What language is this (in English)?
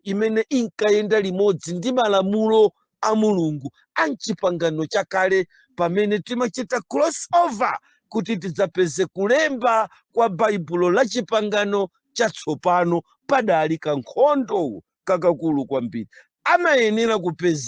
Nyanja